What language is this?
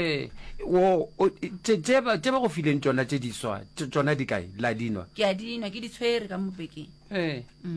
Northern Sotho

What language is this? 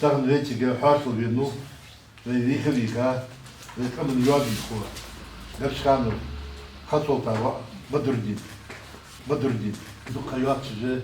Ingush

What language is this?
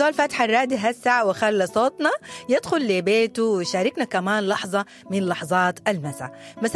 Sudanese Arabic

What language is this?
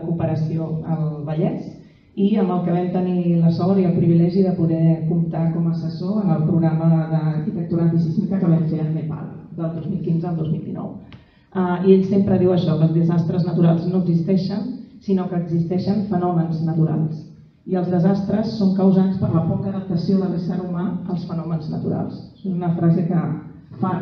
Catalan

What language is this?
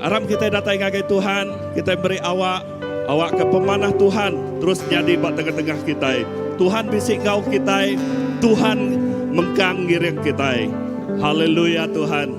Iban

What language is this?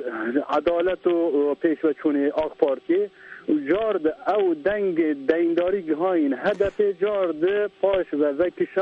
Kurdish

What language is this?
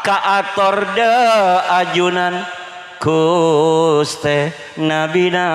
Madurese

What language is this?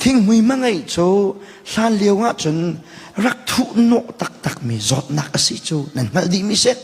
Hakha Chin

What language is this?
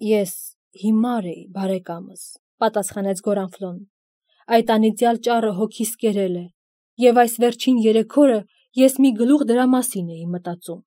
Armenian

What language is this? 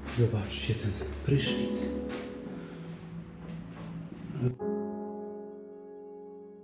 Polish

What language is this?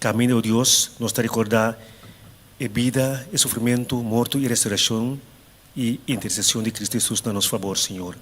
Papiamento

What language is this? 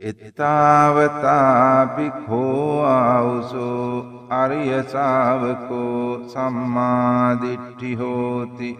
Sinhala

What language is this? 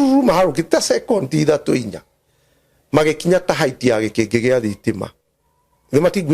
Kikuyu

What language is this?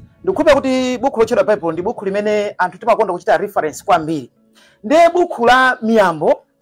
Nyanja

